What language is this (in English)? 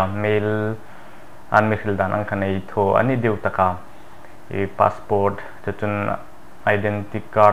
Hmar